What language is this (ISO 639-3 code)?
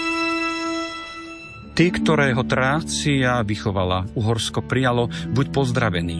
slk